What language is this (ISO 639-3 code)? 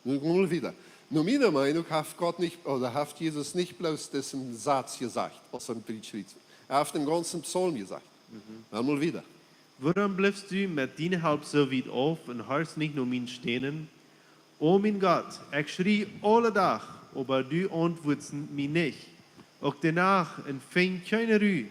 pdt